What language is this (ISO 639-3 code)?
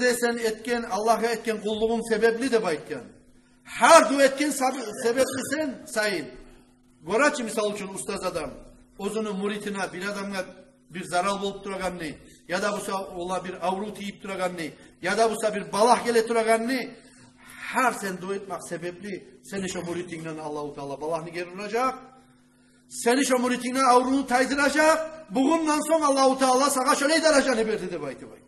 kum